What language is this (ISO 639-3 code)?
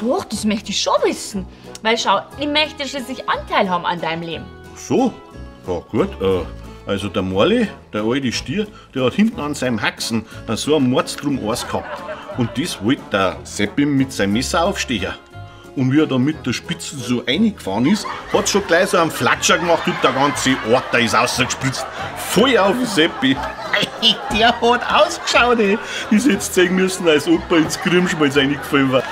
bar